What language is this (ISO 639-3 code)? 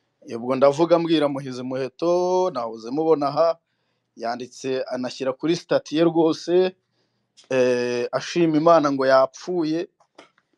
kin